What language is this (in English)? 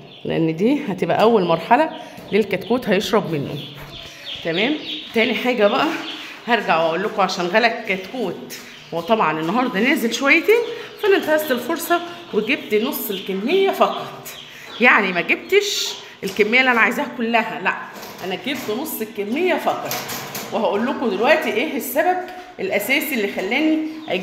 Egyptian Arabic